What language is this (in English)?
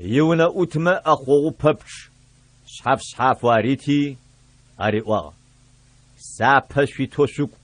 Adyghe